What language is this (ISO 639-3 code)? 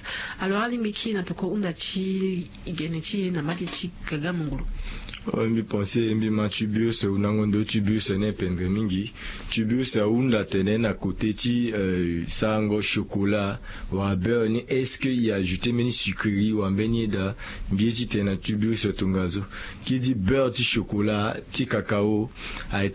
sag